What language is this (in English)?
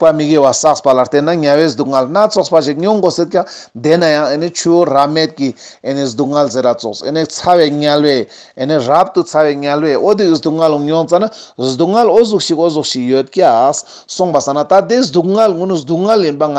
Ladakhi